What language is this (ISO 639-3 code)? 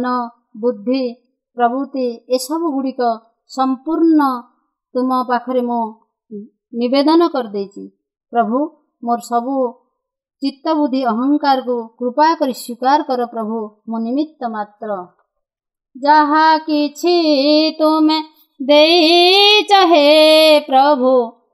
ori